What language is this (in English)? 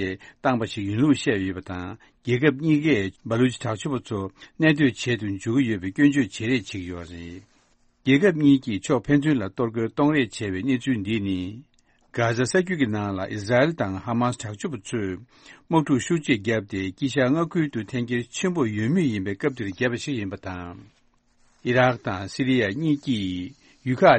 Tibetan